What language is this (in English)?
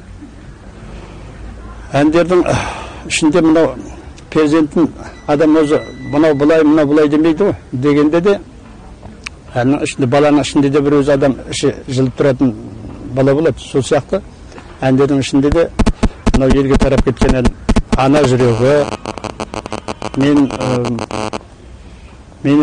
Kazakh